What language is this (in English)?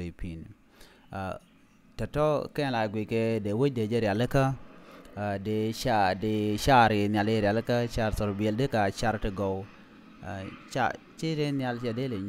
Nuer